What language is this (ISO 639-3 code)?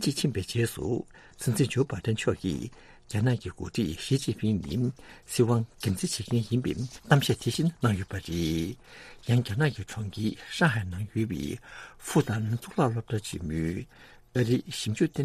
bod